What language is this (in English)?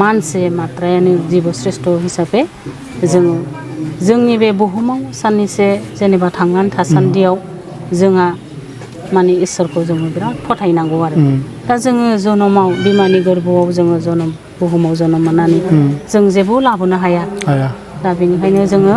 Bodo